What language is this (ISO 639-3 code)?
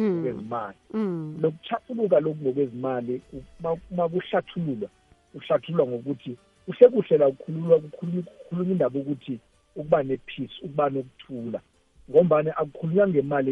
nbl